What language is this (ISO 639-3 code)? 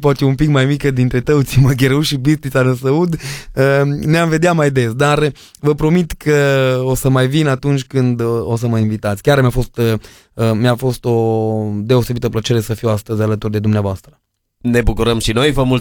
ron